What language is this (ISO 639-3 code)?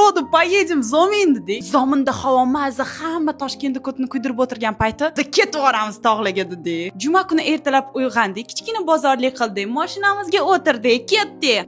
uzb